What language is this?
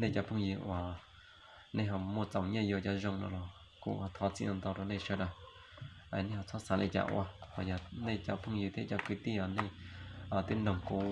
Hmong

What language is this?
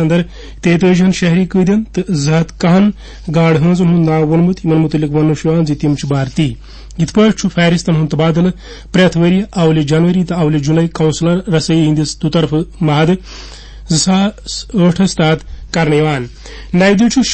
Kashmiri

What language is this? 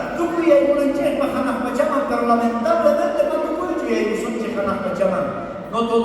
South Bolivian Quechua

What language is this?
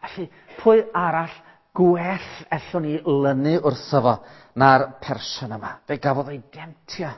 Welsh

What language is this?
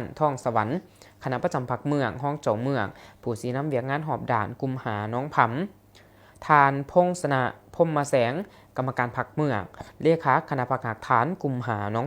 Lao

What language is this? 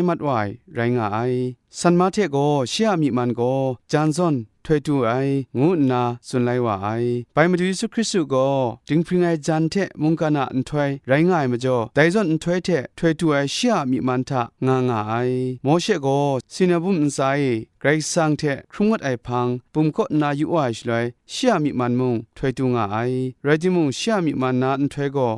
Kachin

